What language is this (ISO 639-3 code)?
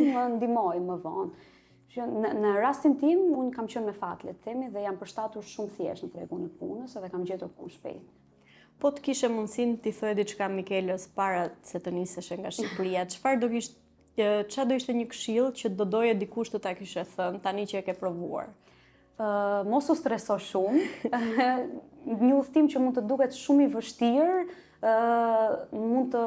sqi